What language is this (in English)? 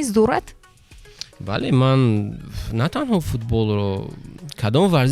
Tajik